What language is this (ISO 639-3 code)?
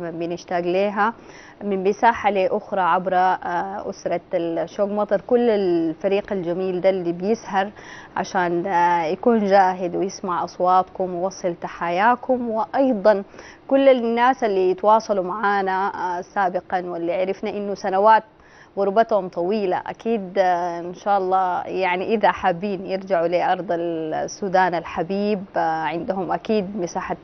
apd